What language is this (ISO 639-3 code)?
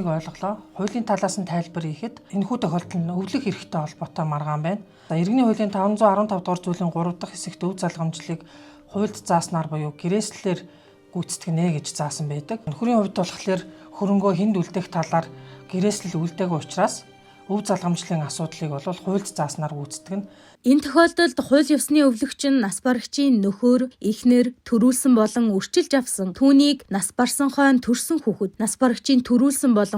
mon